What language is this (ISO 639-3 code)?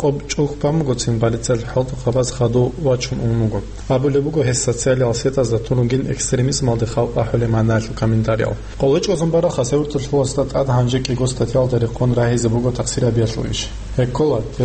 ava